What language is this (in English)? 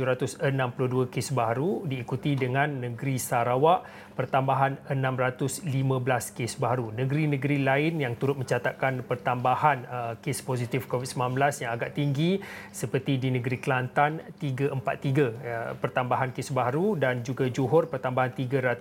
Malay